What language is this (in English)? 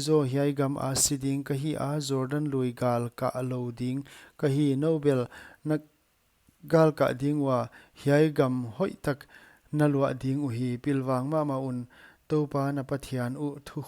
Paite Chin